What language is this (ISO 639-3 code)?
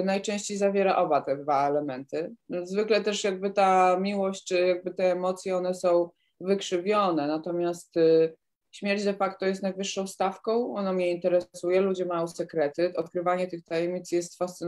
pol